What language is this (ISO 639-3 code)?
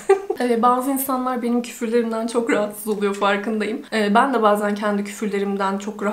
tur